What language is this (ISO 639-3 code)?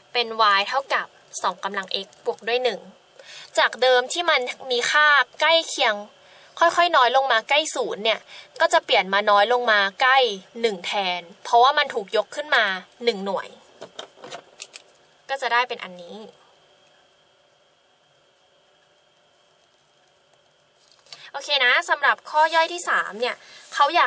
tha